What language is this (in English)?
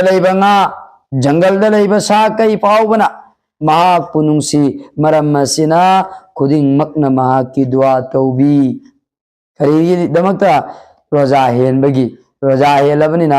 Manipuri